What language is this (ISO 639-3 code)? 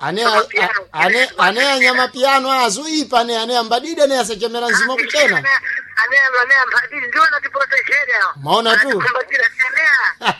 seh